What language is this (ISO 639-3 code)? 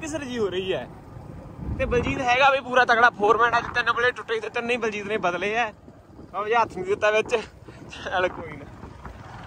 pan